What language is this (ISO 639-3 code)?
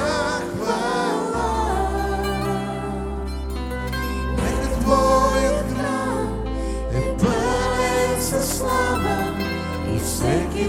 bul